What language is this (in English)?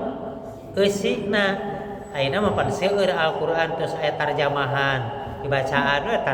Sundanese